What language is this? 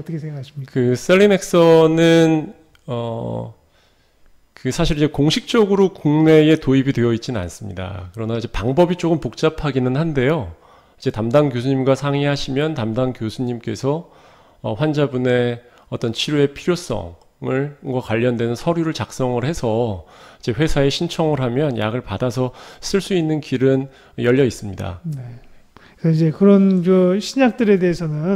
Korean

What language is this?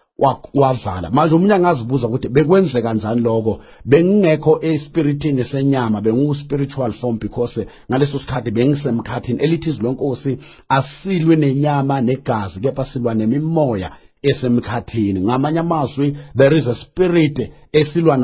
Zulu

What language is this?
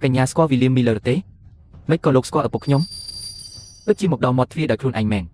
Khmer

